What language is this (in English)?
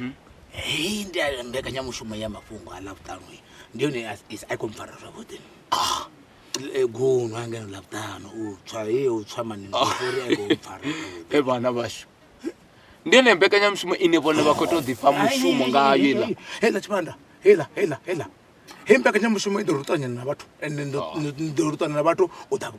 Venda